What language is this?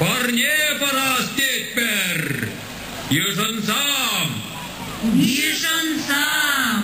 Chuvash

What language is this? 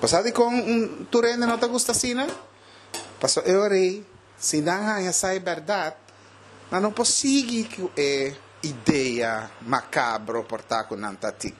Papiamento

